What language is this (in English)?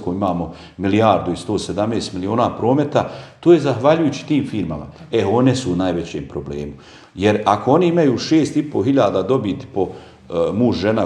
Bosnian